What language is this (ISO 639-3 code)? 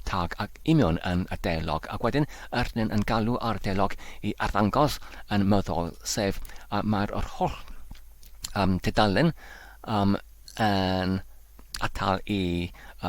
cym